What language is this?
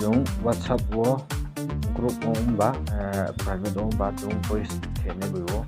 Riang (India)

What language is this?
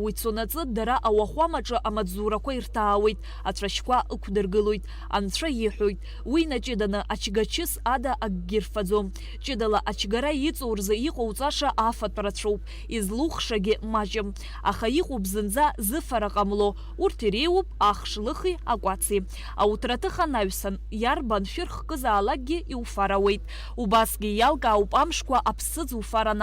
Abkhazian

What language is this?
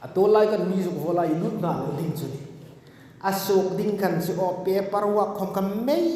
Hmar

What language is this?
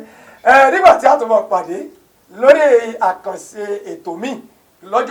Yoruba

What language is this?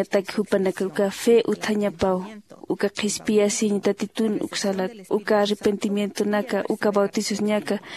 Aymara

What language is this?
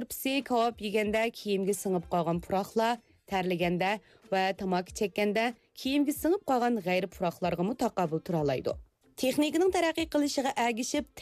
Uyghur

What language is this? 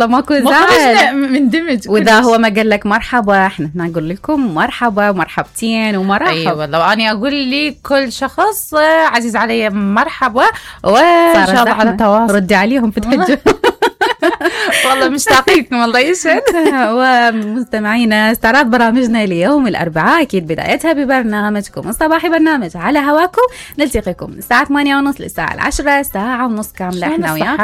Mesopotamian Arabic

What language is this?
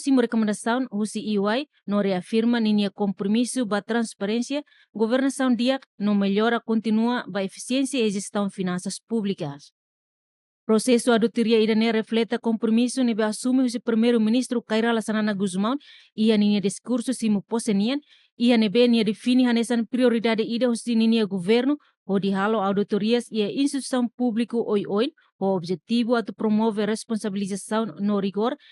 Tetum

